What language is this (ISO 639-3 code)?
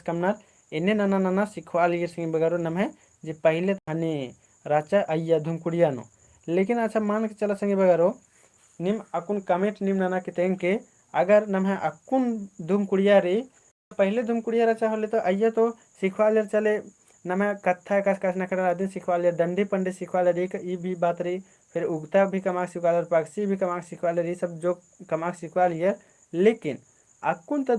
kru